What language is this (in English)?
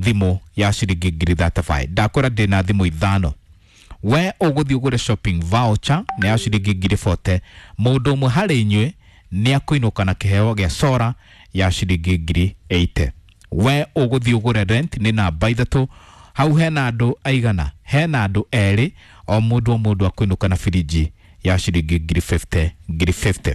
Kikuyu